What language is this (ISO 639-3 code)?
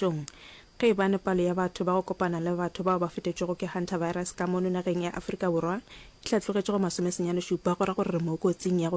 nso